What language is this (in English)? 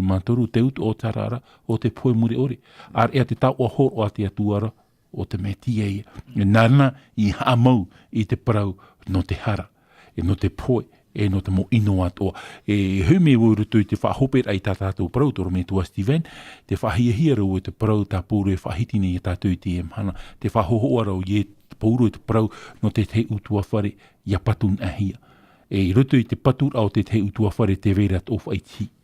Tahitian